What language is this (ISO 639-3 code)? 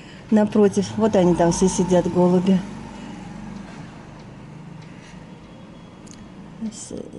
rus